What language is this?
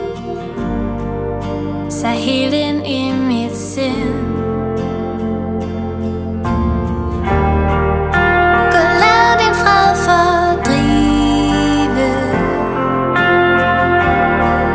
Danish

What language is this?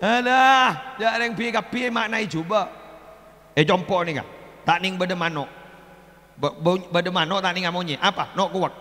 Madurese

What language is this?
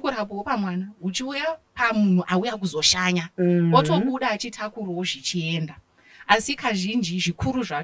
Shona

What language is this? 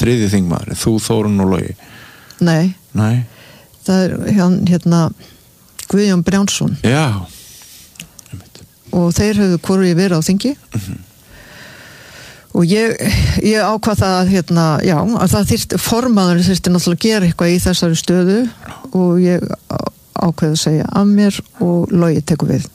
Icelandic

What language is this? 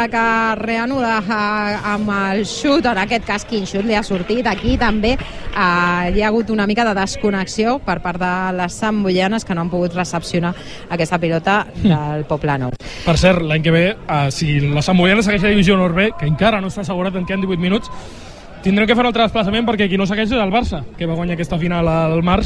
Catalan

